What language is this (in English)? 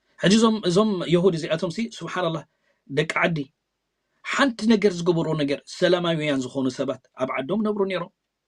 Tigrinya